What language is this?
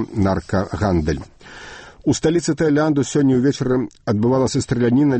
Belarusian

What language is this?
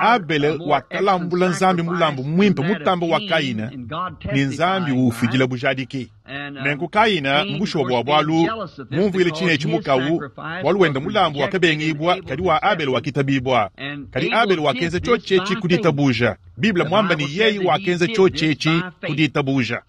Luba-Lulua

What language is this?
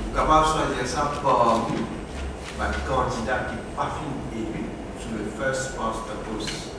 Morisyen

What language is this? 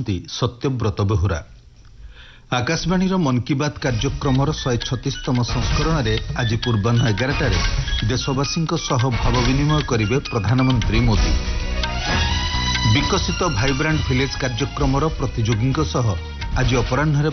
Odia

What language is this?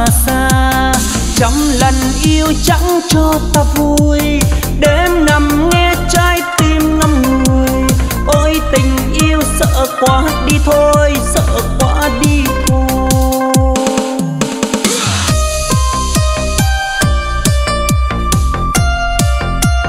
Vietnamese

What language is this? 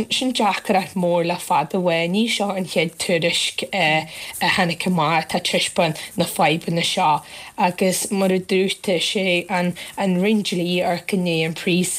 Irish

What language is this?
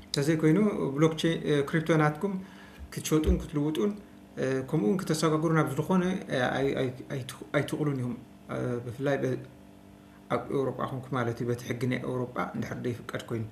Tigrinya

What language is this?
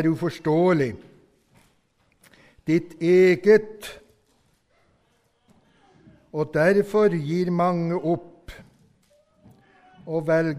Norwegian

